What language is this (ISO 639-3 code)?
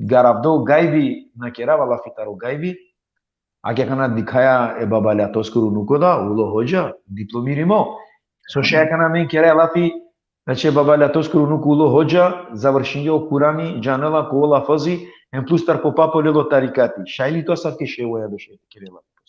rmn